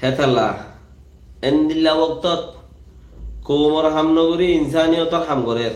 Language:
Rohingya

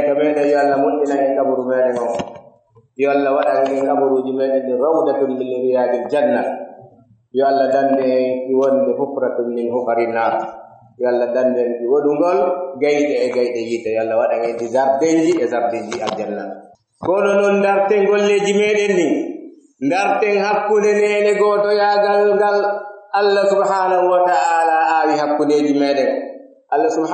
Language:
Pular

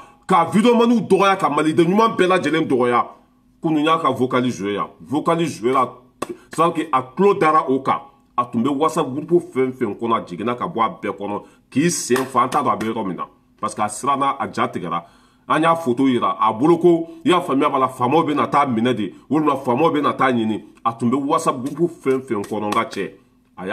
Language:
Bambara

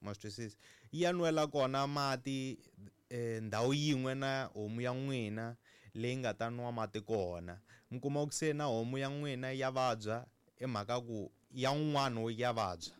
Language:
Tsonga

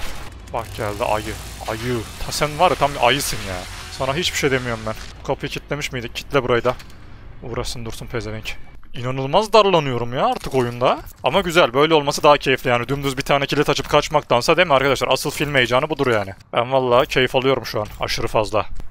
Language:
Turkish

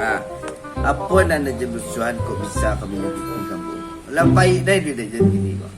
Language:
Minangkabau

